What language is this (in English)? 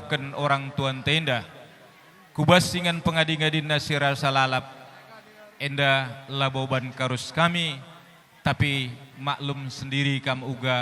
Batak Karo